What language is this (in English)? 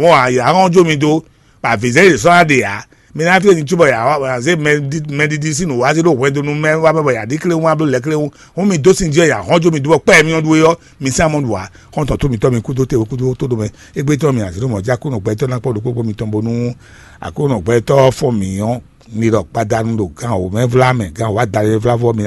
Fon